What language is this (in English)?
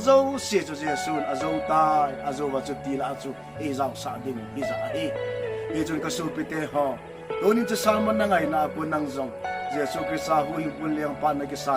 Thado Chin